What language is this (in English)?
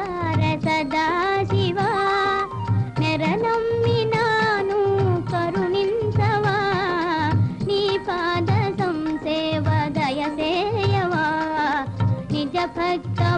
Telugu